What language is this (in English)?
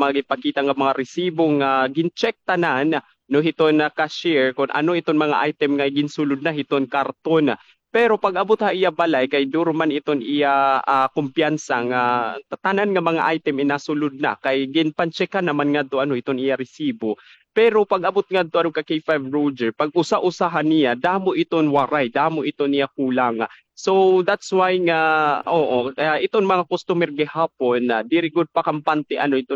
Waray